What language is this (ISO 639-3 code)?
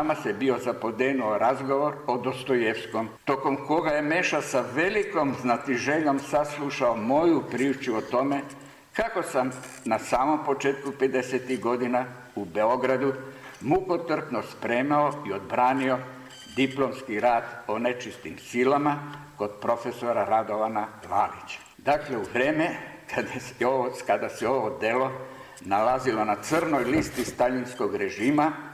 srp